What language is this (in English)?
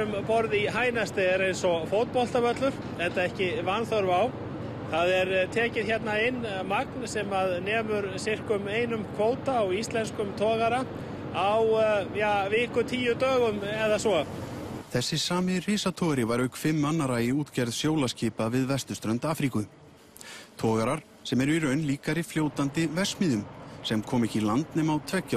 Icelandic